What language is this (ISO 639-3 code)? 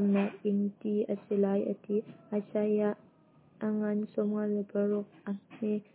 cnh